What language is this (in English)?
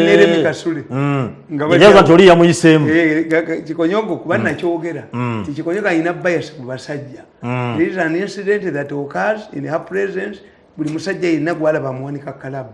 Ganda